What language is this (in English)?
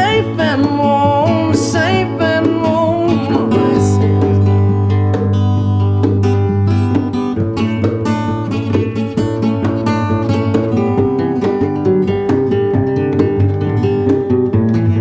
English